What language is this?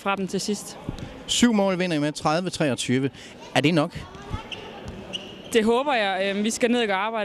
Danish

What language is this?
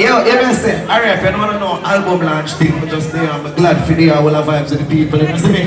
Jamaican Creole English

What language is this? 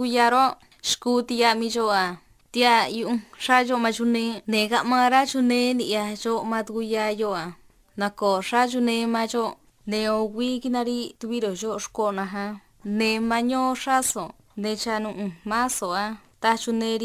Copala Triqui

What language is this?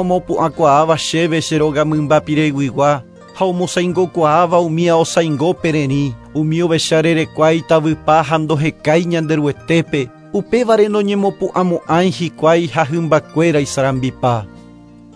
Guarani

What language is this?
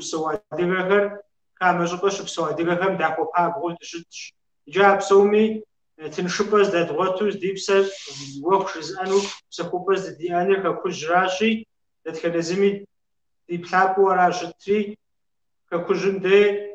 Kabardian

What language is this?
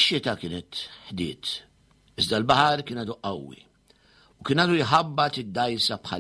Maltese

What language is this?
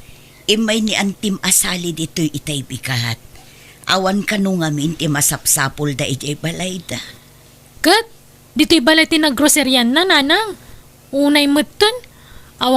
Iloko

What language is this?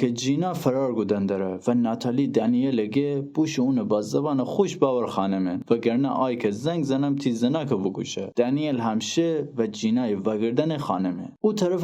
Gilaki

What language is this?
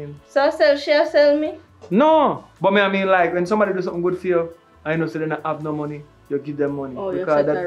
Jamaican Creole English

